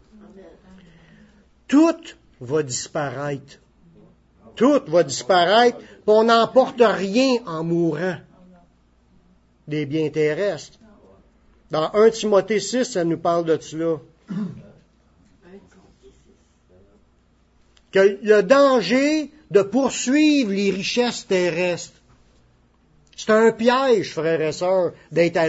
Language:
French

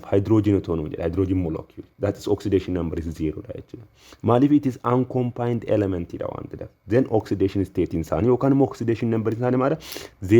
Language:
Oromo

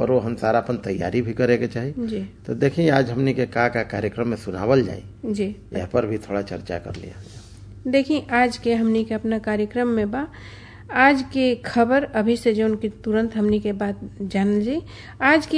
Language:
Bhojpuri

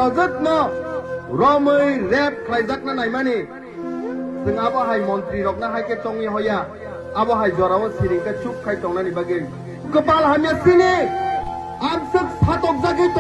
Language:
Kok Borok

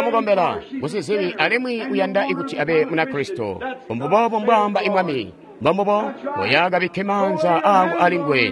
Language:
Tonga (Zambia)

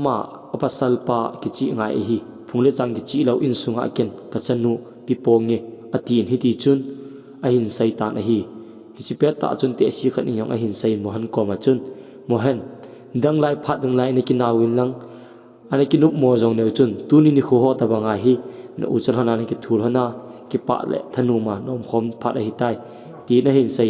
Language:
Thado Chin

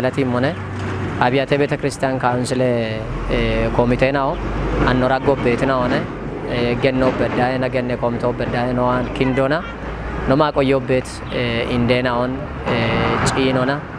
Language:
Kafa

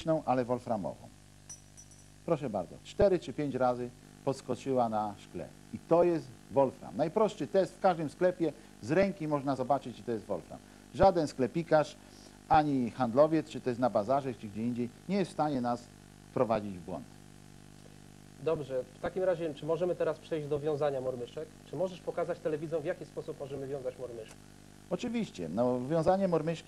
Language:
Polish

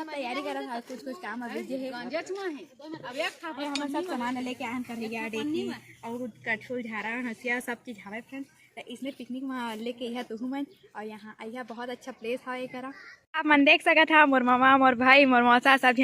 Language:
Chhattisgarhi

